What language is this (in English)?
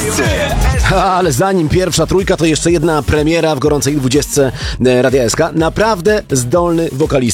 Polish